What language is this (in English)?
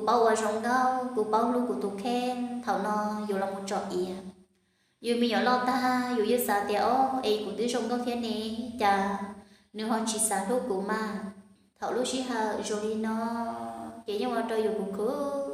Hmong